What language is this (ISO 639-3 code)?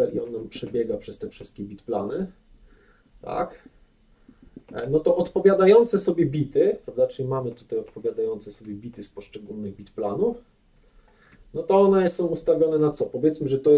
pol